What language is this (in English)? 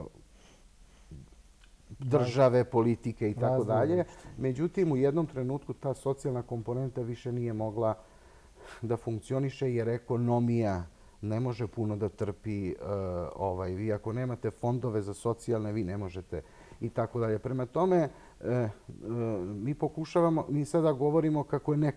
Serbian